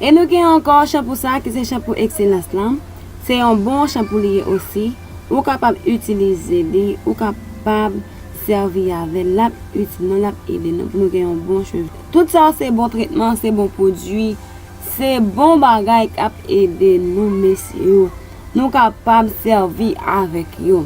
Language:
Haitian Creole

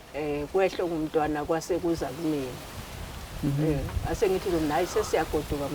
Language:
Zulu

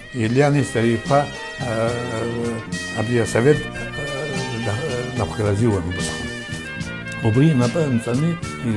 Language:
Abkhazian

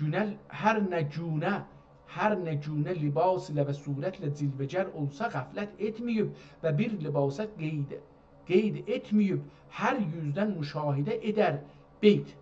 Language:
South Azerbaijani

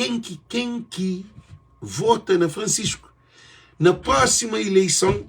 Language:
Kabuverdianu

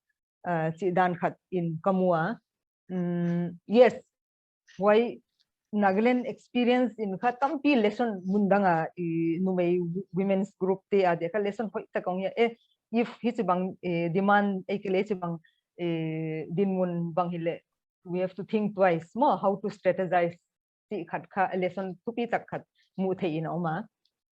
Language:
Paite Chin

